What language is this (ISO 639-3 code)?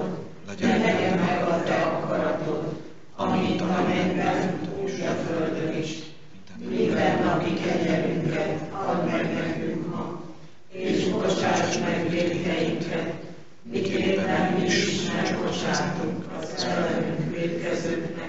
hun